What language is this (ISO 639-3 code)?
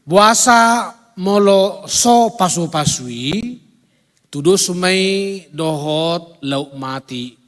bbc